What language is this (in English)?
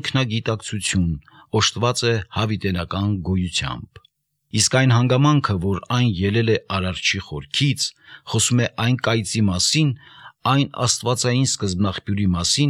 Armenian